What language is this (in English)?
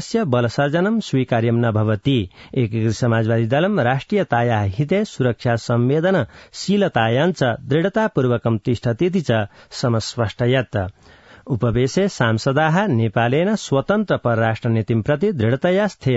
Sanskrit